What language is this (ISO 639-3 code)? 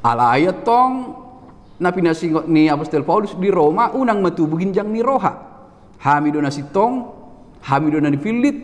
bbc